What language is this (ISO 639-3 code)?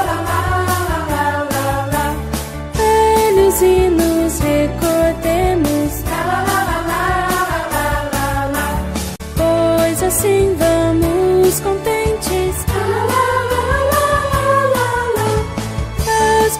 por